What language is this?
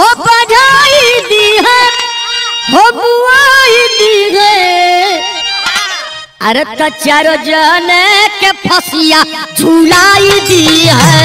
Bhojpuri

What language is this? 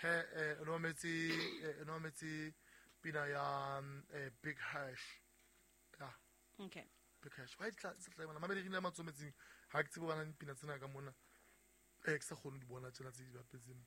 Southern Sotho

